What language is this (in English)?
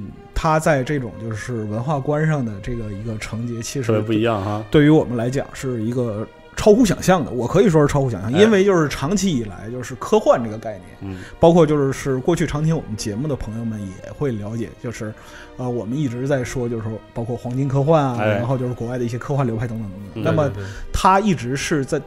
Chinese